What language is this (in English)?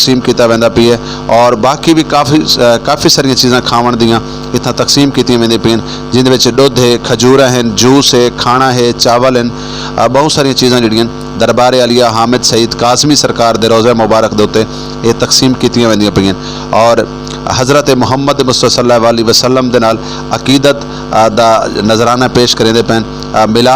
Saraiki